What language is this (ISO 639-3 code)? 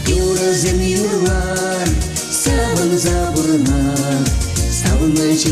chv